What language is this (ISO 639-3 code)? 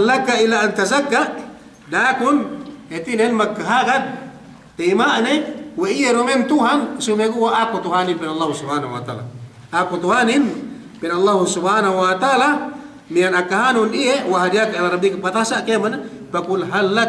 yka